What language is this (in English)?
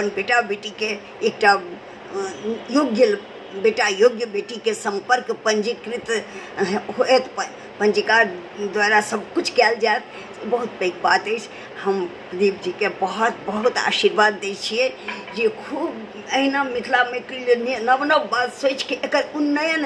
Maithili